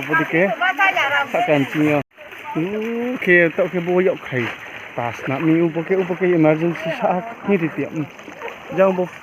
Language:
Riang (India)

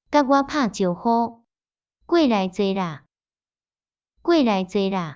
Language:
Min Nan Chinese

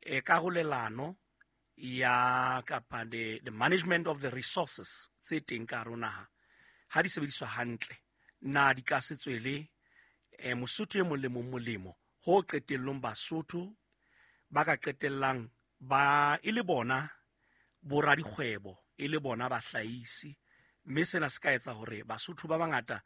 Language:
Southern Sotho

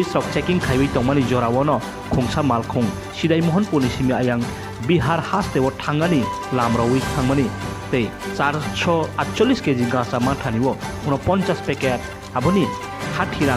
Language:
Kok Borok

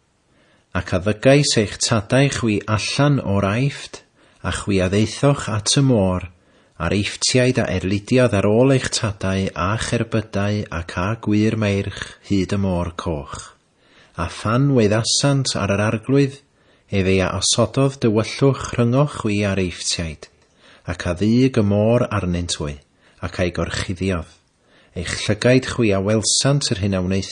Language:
Welsh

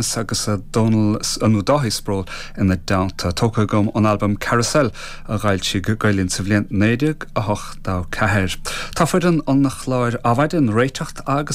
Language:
Irish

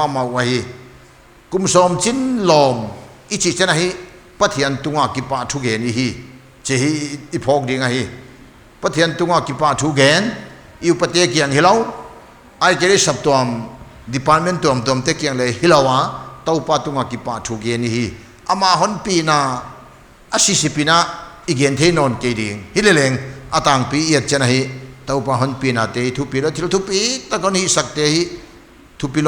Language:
Paite Chin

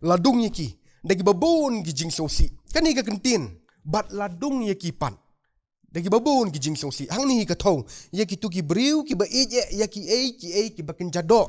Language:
Khasi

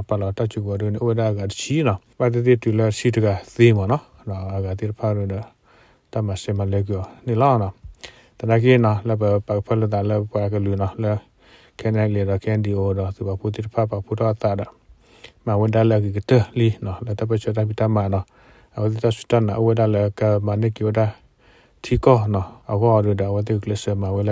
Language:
S'gaw Karen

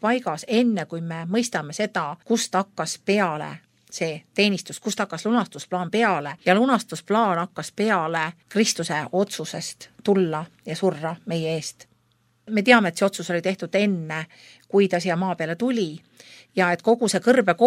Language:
Estonian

